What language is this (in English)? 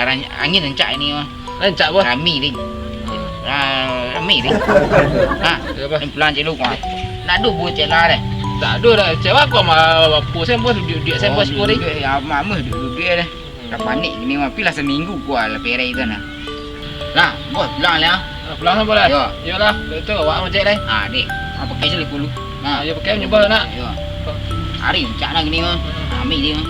Minangkabau